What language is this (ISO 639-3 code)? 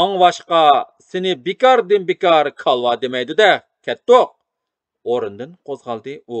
uig